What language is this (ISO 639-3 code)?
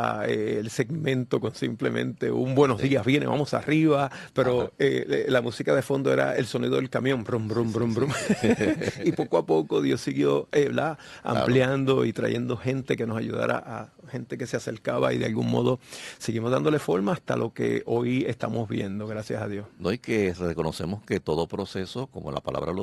spa